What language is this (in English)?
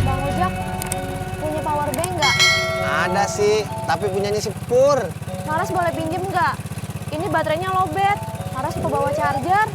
Betawi